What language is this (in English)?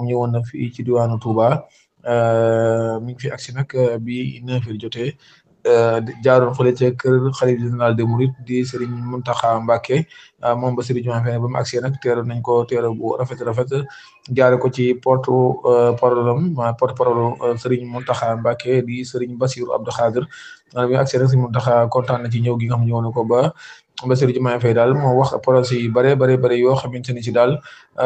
Wolof